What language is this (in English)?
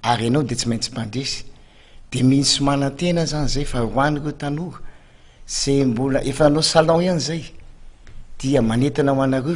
Malagasy